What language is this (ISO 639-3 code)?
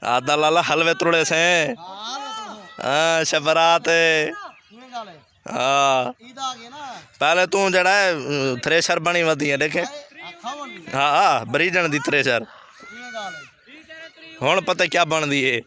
skr